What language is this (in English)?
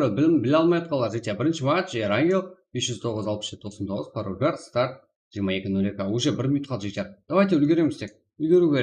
Kara-Kalpak